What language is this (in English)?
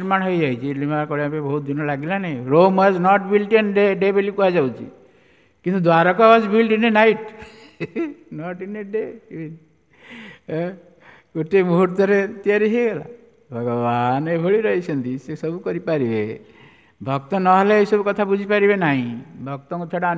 Odia